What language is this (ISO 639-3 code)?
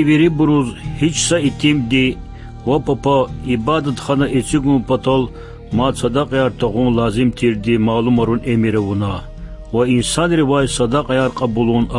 lez